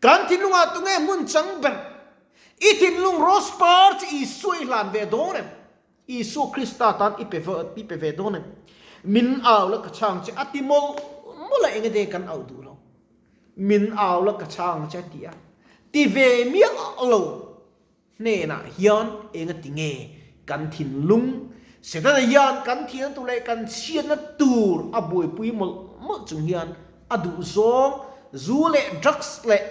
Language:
Mizo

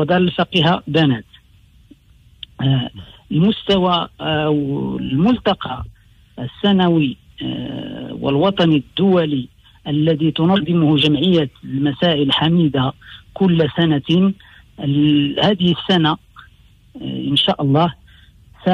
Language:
Moroccan Arabic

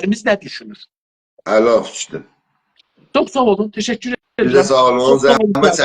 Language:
South Azerbaijani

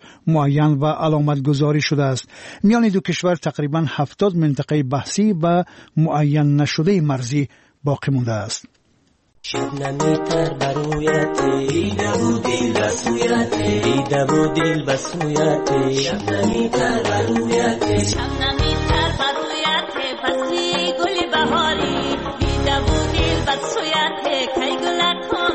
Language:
Persian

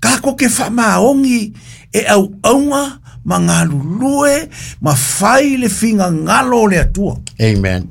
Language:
Samoan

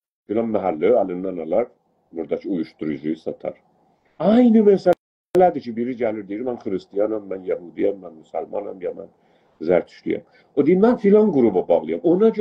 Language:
South Azerbaijani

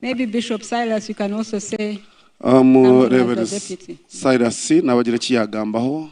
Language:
Nyankole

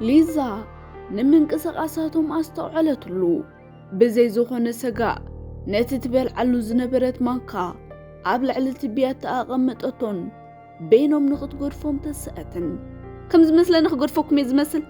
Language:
Tigrinya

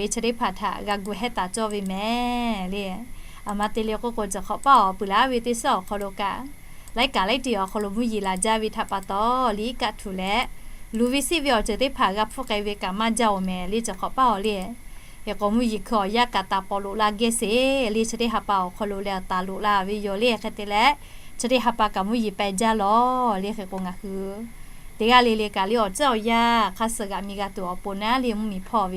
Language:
Lahu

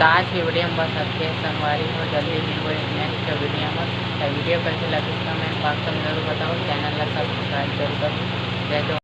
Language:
Chhattisgarhi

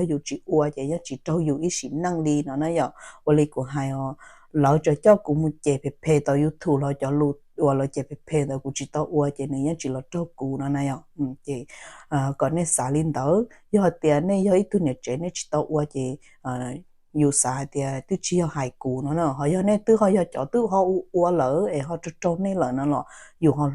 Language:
Hmong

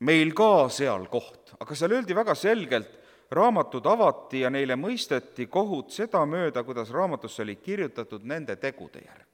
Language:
Estonian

